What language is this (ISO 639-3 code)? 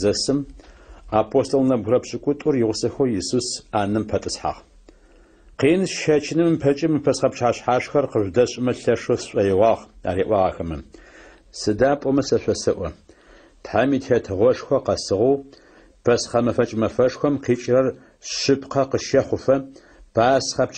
ady